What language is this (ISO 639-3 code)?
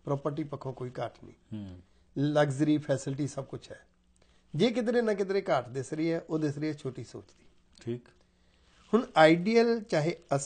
pan